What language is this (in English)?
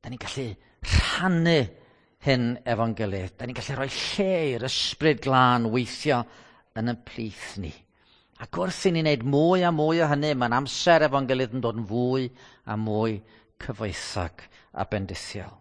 Welsh